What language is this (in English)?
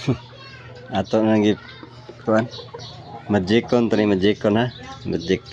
Cebuano